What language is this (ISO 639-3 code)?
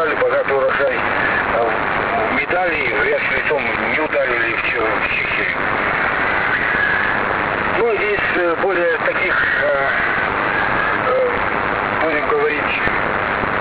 rus